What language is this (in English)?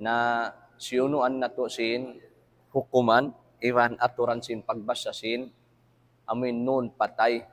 Tausug